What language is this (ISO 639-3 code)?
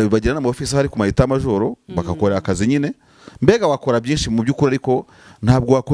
kin